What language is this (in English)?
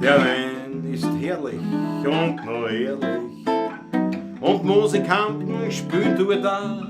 Bavarian